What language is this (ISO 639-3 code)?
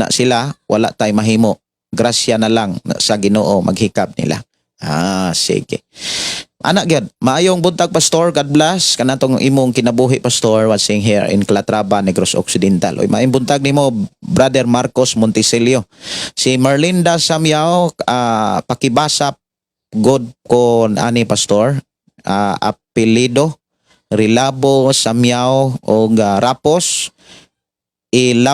ceb